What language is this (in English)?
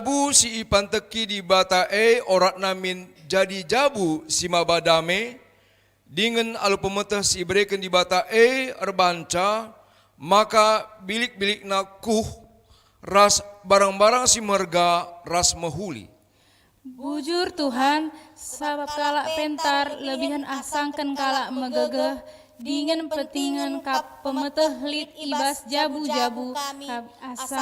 Batak Karo